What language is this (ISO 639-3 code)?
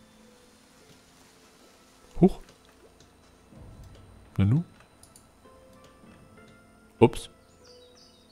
deu